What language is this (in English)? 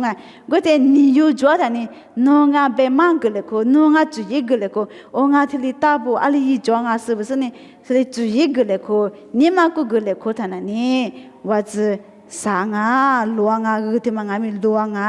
Lisu